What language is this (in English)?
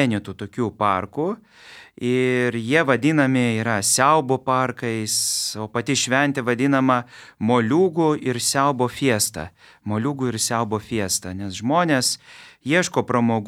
Lithuanian